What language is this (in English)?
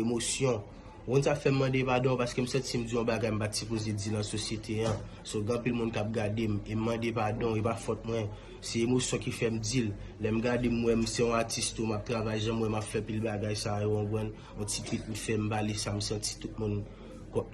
Haitian Creole